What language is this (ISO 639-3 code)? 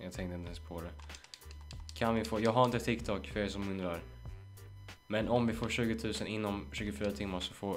swe